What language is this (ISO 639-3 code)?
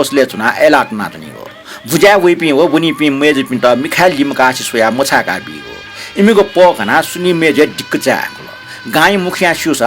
new